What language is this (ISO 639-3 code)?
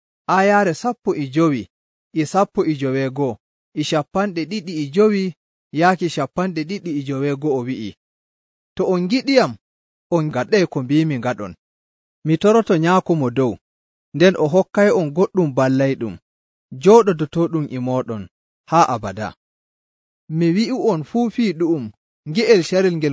fuv